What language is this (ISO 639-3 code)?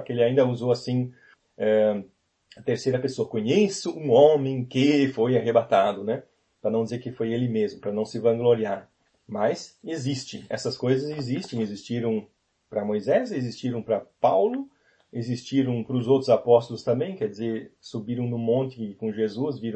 por